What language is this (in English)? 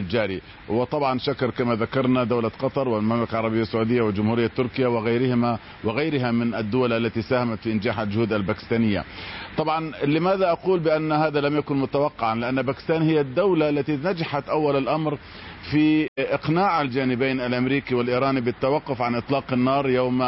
Arabic